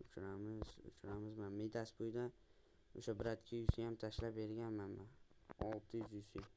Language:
Uzbek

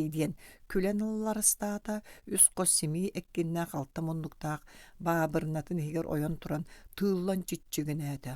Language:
Yakut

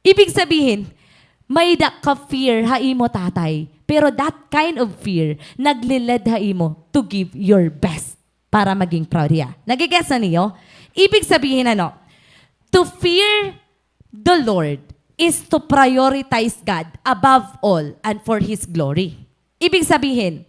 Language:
Waray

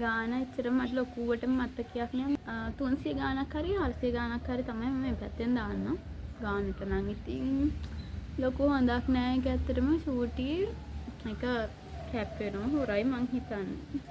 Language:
Sinhala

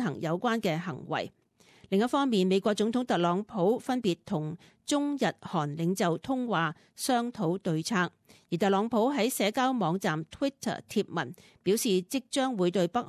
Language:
Cantonese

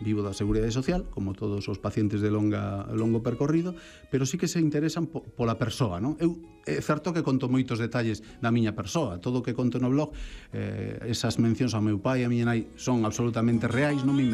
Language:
Galician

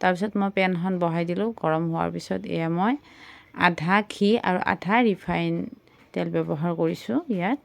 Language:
Assamese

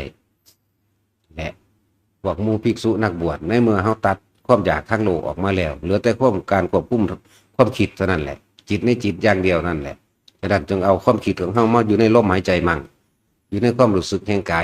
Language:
Northeastern Thai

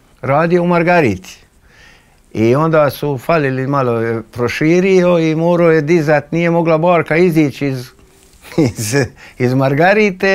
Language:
Croatian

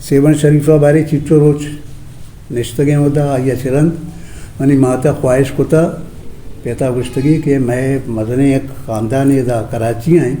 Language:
Eastern Balochi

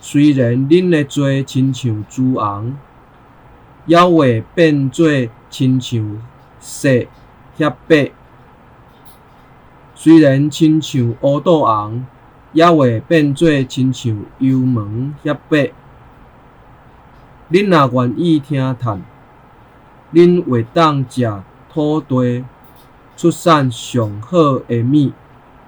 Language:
Min Nan Chinese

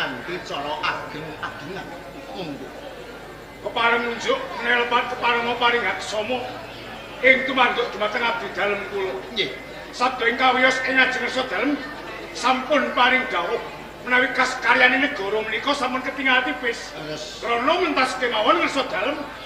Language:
Javanese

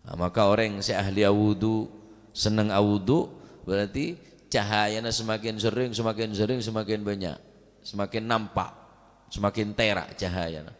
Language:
Madurese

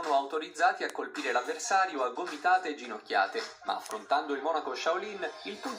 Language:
Italian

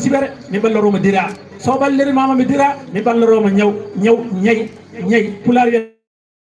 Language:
Fula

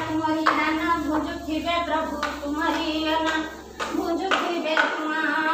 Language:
Odia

